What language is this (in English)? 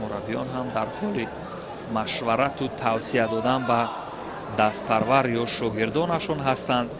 Tajik